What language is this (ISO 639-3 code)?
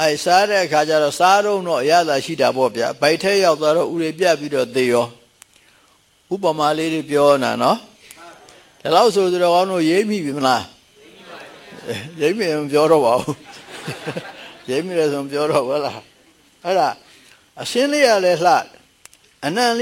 mya